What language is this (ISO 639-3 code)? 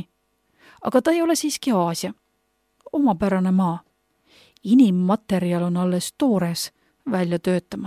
est